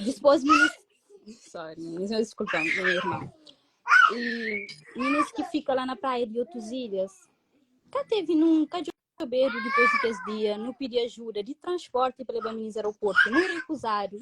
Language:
Kabuverdianu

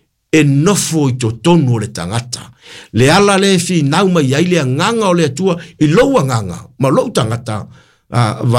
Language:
Samoan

